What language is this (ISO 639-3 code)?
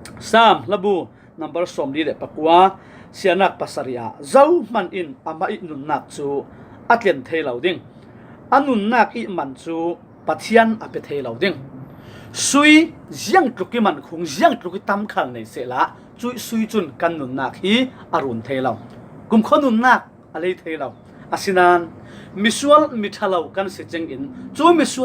cfm